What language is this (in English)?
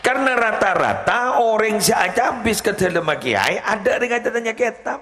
Madurese